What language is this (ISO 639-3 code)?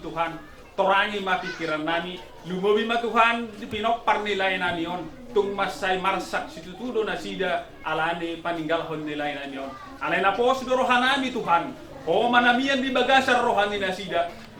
bbc